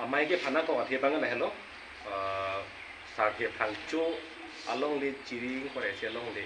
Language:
Karbi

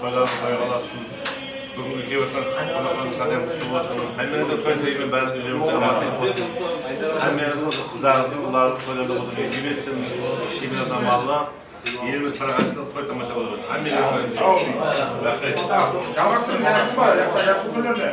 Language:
Kara-Kalpak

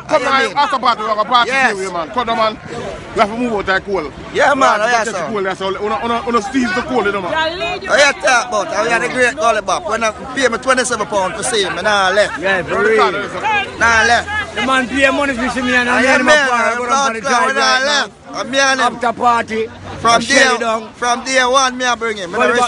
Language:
Jamaican Creole English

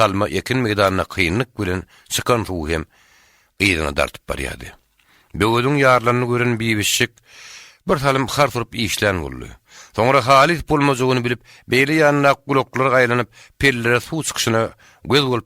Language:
Turkmen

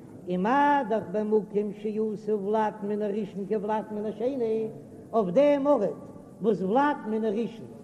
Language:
Yiddish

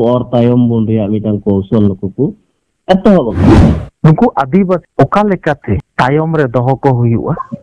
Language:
Santali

